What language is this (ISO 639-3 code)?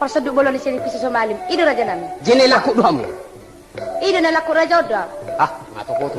bbc